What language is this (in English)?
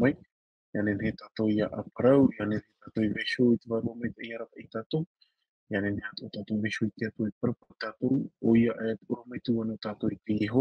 Tahitian